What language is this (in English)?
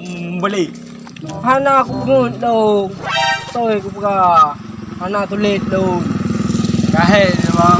Achinese